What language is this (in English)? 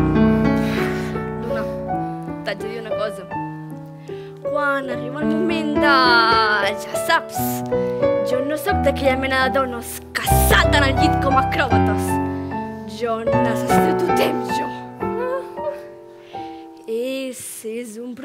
Catalan